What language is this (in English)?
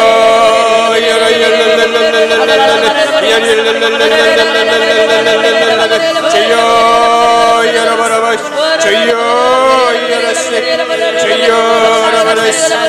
Korean